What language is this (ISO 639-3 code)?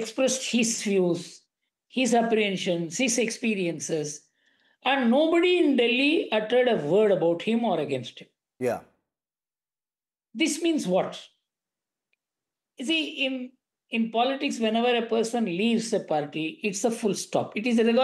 eng